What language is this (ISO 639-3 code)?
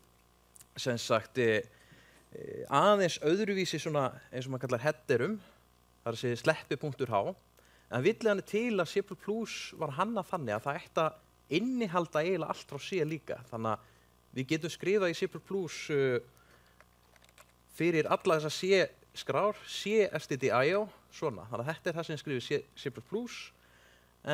isl